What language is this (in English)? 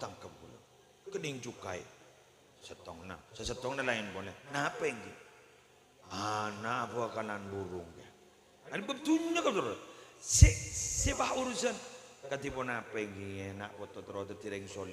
Madurese